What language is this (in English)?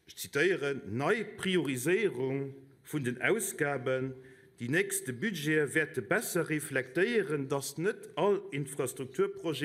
Luxembourgish